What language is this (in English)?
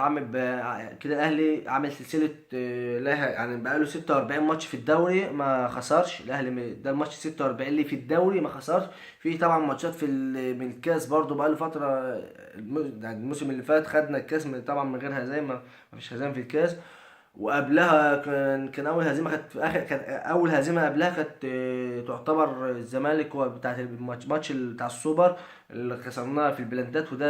Egyptian Arabic